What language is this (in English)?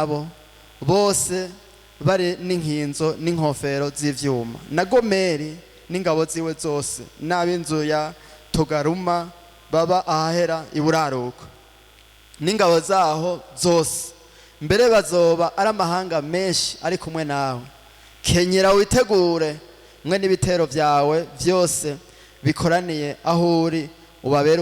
Rundi